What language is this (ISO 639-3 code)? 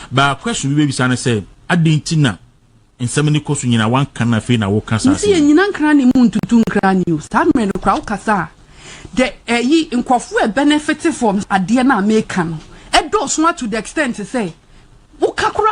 aka